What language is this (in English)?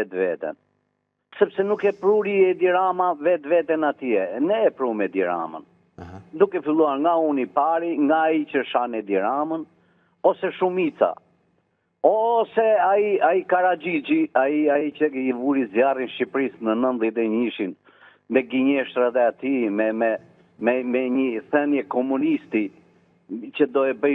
Albanian